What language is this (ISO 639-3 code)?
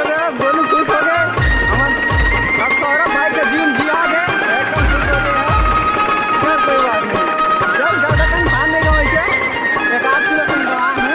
hne